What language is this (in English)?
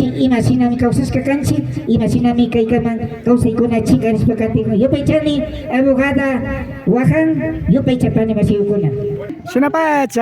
Imbabura Highland Quichua